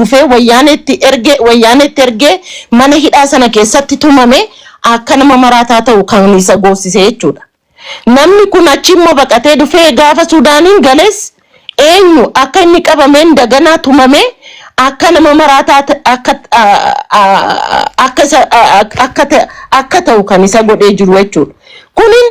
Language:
Oromo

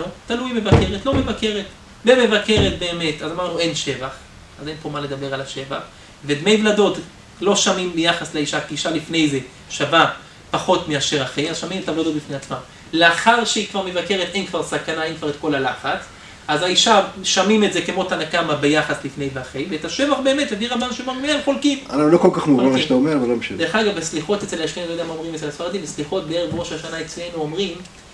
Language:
Hebrew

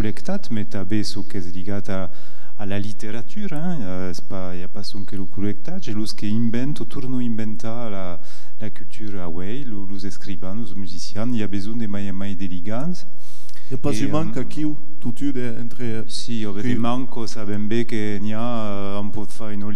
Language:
Occitan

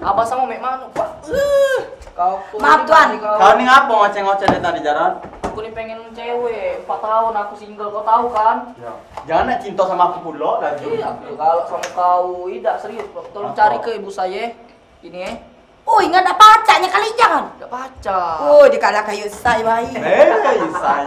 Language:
Musi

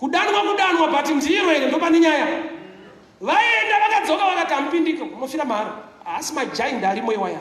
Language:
Shona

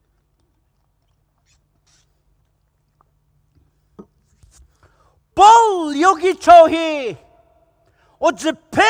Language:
Poumei Naga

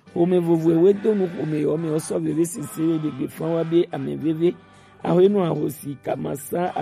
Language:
Gen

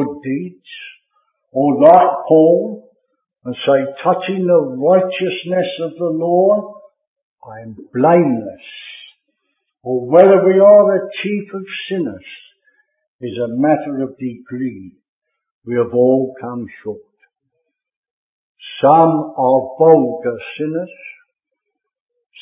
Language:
English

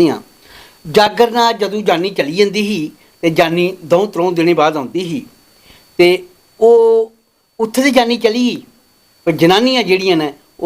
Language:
Dogri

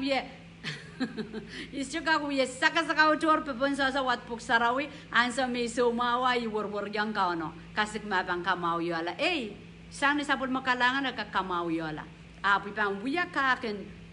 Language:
Pohnpeian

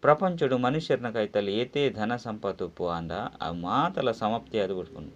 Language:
Tulu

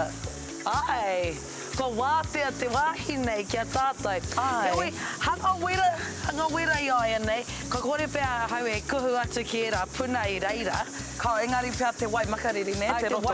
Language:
Māori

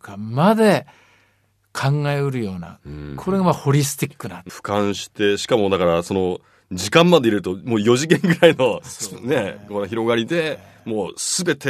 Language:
Japanese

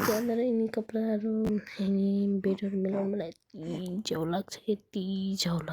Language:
Nepali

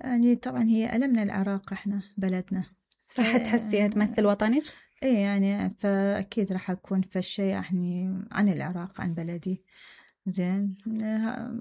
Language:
Mesopotamian Arabic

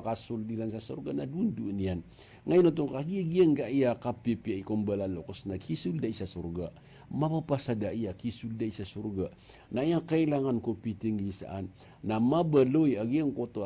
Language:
Maranao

